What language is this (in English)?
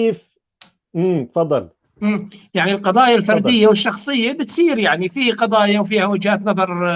North Levantine Arabic